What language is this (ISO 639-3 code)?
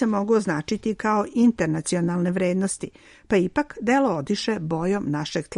srp